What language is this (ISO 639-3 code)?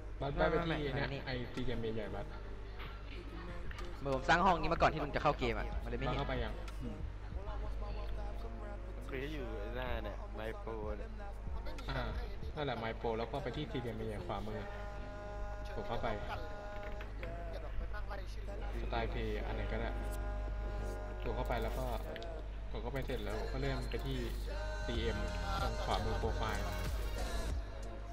tha